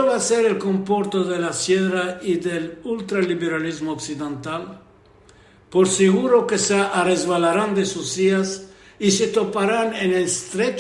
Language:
Ladino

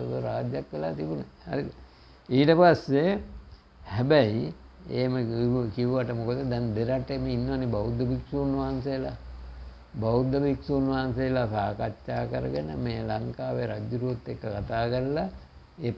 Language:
Sinhala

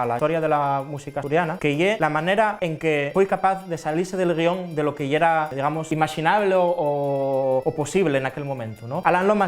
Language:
Asturian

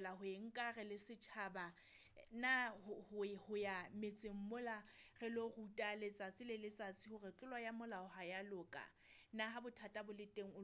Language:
Southern Sotho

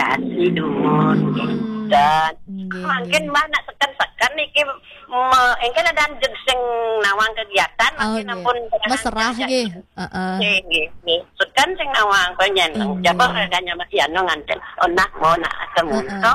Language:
Balinese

